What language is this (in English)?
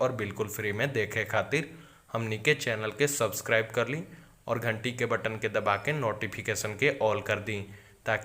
Bhojpuri